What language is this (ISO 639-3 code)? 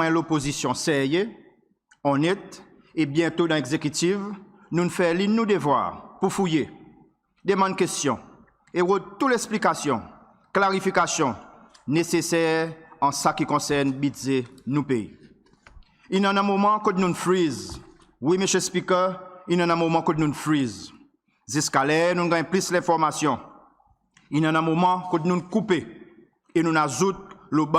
crs